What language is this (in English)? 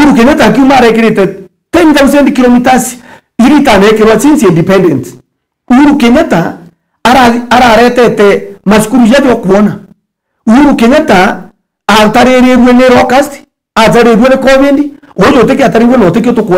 Meru